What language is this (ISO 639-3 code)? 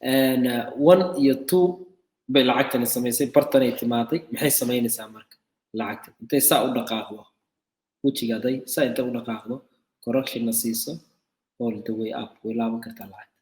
som